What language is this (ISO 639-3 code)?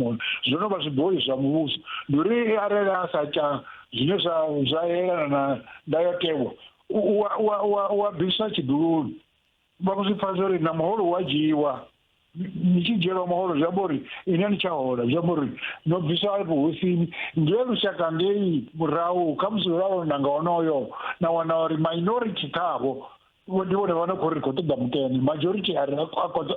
ven